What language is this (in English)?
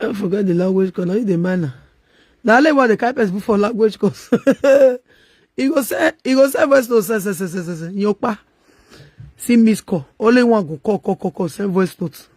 Nigerian Pidgin